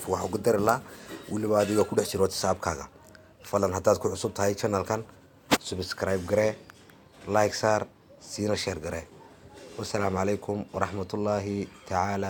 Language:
Somali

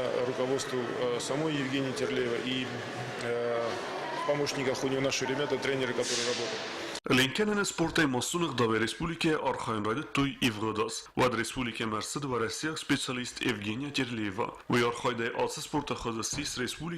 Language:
Ossetic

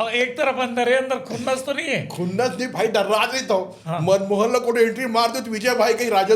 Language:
Chhattisgarhi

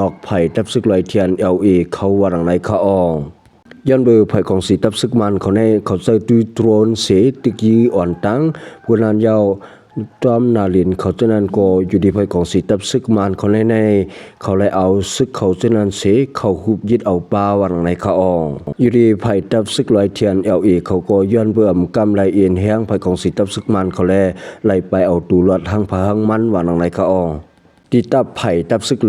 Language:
Shan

